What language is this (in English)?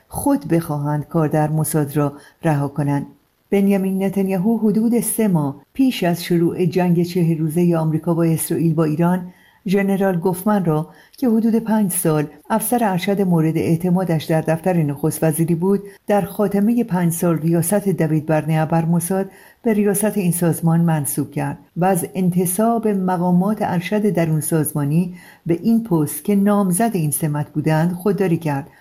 Persian